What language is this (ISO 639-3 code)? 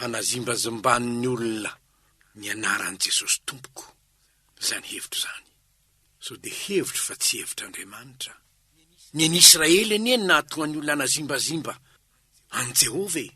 mlg